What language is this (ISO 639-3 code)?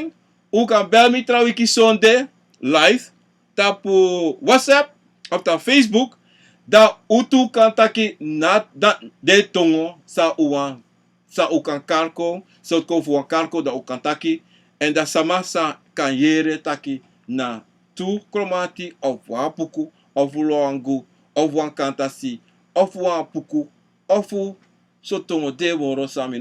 srn